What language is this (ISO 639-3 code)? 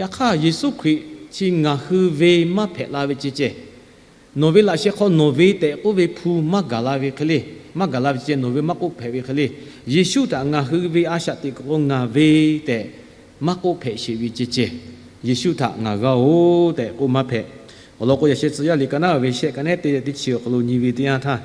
lhu